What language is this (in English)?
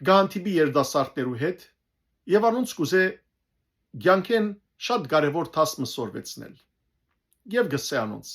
Western Armenian